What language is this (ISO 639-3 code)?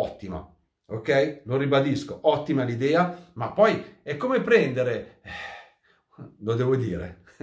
ita